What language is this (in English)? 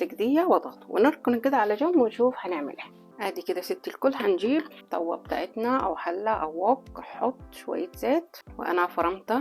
Egyptian Arabic